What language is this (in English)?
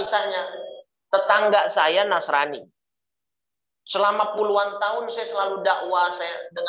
Indonesian